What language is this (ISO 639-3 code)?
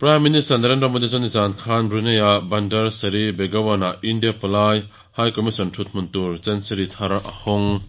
lus